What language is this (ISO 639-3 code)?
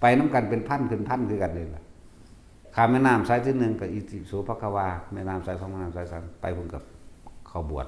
tts